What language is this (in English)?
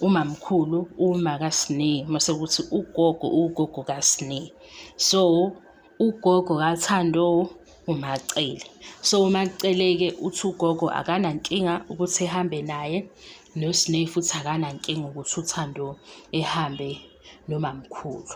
Zulu